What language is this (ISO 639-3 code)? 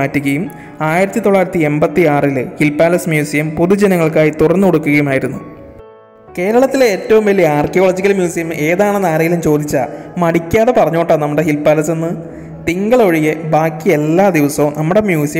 mal